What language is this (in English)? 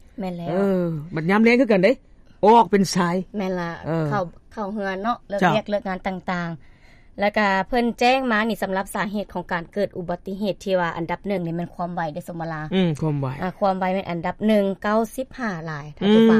Lao